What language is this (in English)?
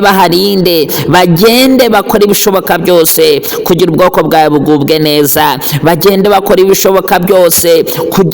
Kinyarwanda